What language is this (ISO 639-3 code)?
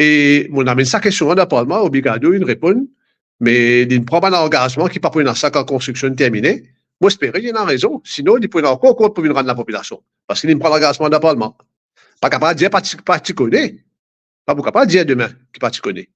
mfe